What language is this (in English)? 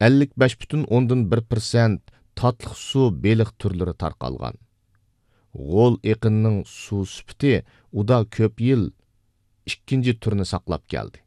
Uyghur